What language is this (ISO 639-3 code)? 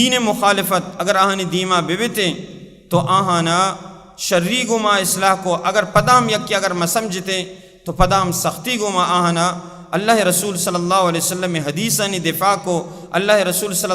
bal